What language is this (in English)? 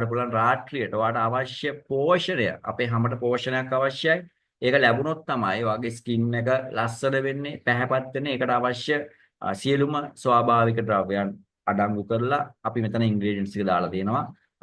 Sinhala